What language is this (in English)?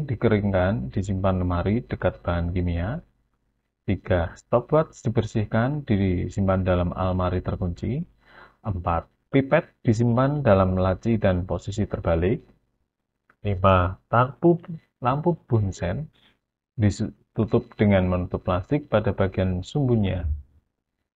Indonesian